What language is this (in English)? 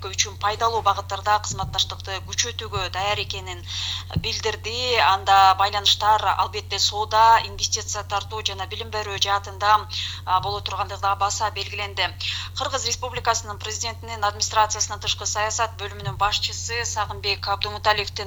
Kyrgyz